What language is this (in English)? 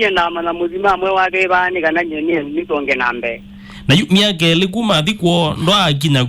Kamba